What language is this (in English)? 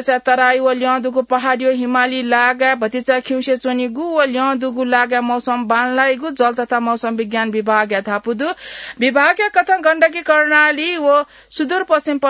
Newari